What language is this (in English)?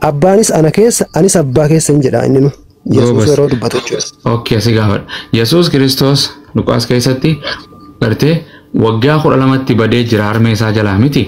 Oromo